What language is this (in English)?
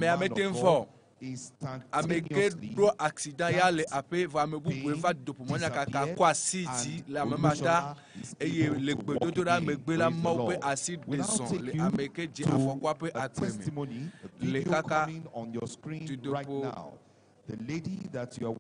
Ewe